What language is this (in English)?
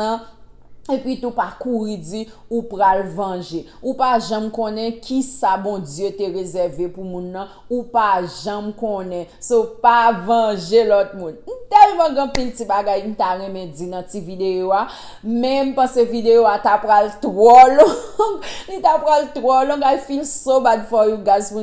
Haitian Creole